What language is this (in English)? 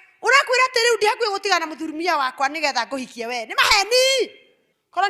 Kikuyu